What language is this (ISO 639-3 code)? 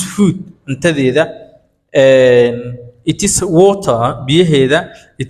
som